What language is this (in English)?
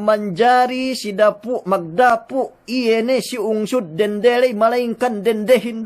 Yakan